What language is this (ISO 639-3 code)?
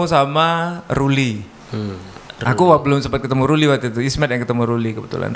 ind